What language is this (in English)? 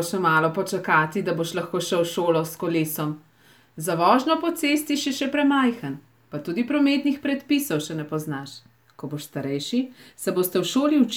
Slovenian